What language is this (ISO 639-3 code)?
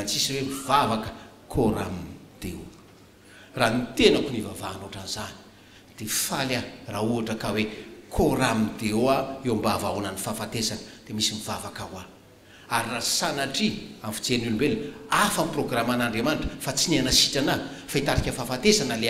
mlg